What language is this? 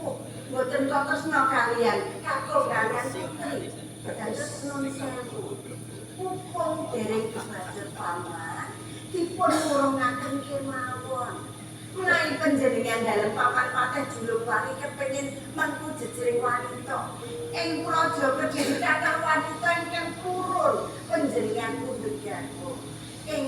Javanese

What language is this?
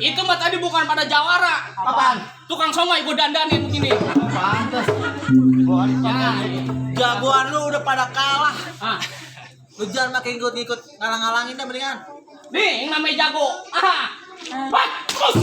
Betawi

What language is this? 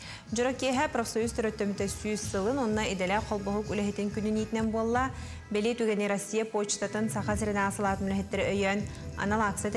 Yakut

